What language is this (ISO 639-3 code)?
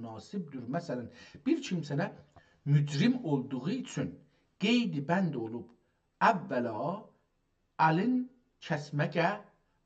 azb